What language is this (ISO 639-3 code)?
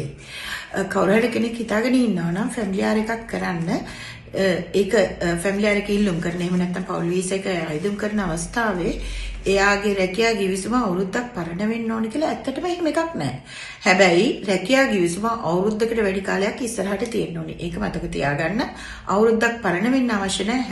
sin